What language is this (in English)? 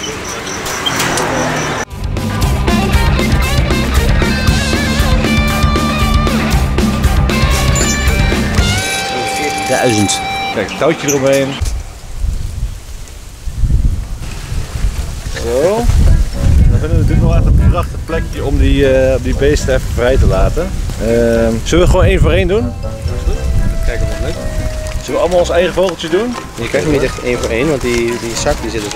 Dutch